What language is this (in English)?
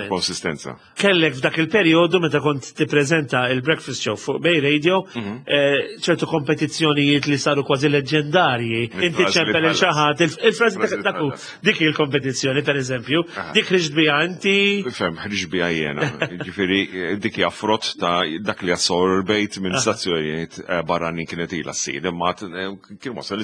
Maltese